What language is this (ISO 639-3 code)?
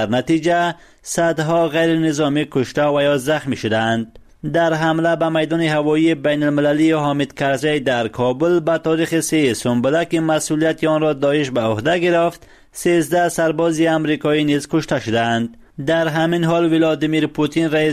fas